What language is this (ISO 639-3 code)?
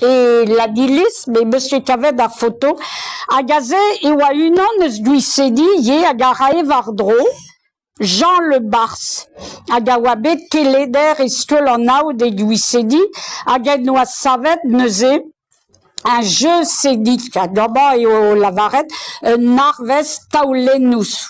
bre